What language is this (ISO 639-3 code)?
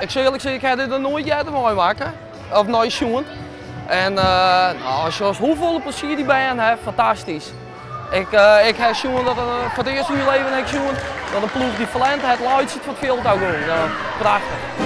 fry